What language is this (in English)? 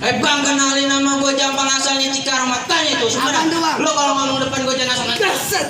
Betawi